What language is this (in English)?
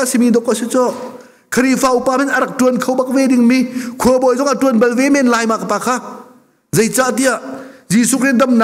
Hakha Chin